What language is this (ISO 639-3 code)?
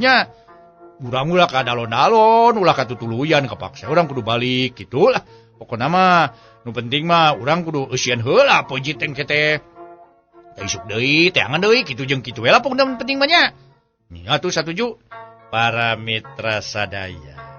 sun